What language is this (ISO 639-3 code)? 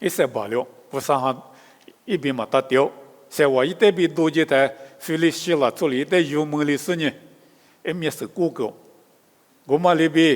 lis